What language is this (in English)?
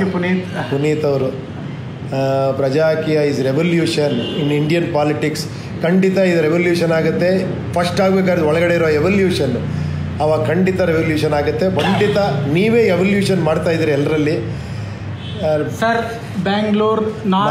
Kannada